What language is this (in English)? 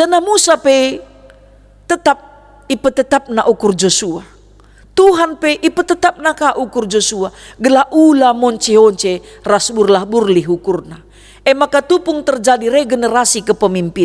Batak Karo